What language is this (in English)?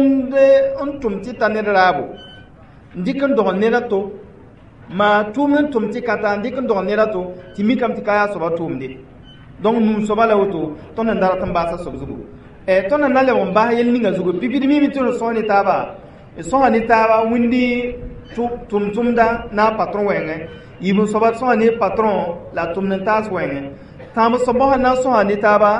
Mossi